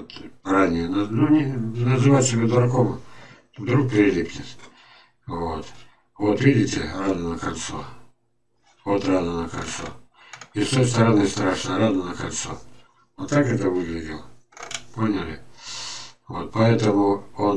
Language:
Russian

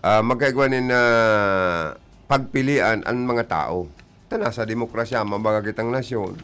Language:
Bikol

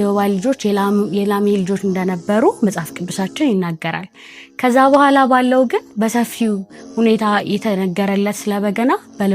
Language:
Amharic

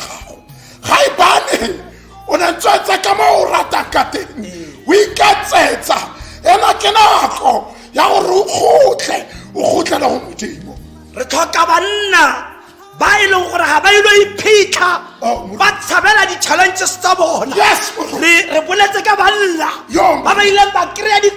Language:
Tswana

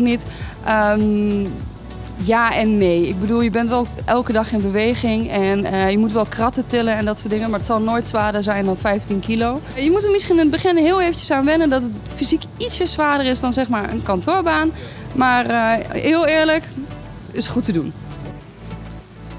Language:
Dutch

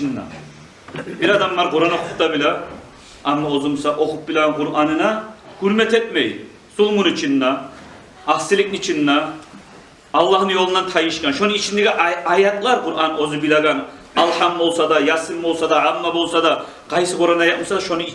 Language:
Kumyk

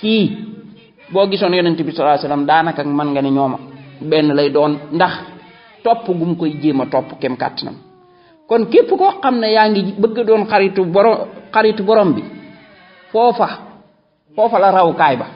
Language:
Wolof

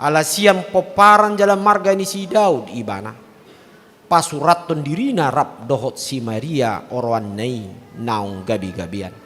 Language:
Batak Toba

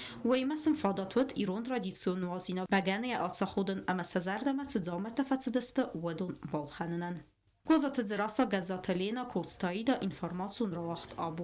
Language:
Ossetic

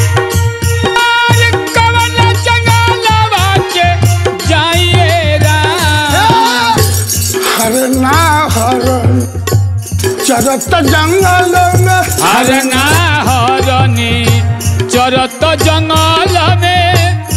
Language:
Bhojpuri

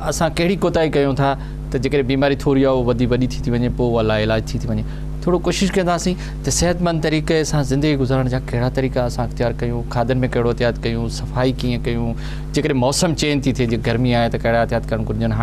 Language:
Sindhi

